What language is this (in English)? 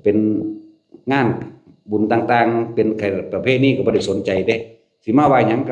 Northeastern Thai